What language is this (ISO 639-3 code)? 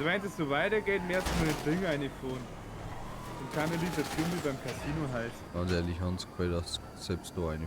bar